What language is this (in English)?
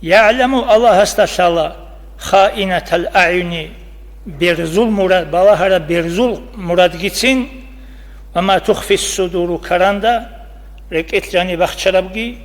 Avaric